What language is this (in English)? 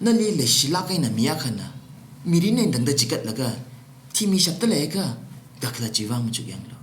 Tangkhul Naga (India)